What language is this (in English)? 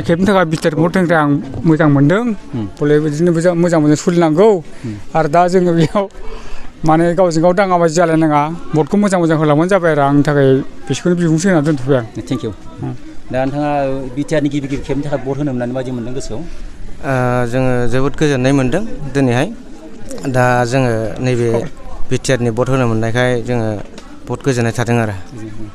Bodo